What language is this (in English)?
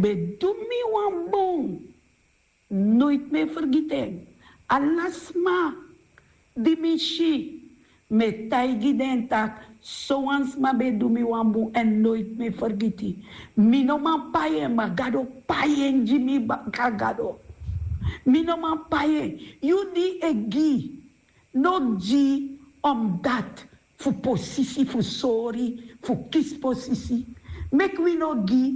Sranan Tongo